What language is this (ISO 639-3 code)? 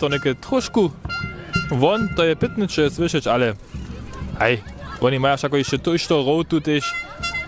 hsb